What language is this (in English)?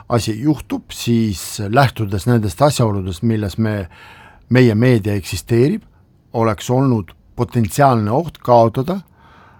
Estonian